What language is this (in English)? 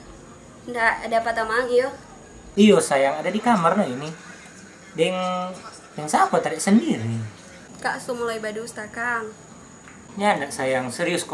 Manado Malay